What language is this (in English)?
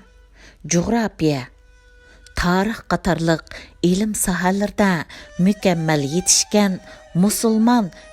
Uyghur